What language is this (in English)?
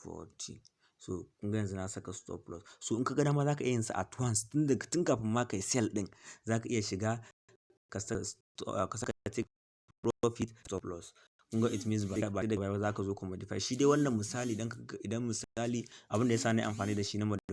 Hausa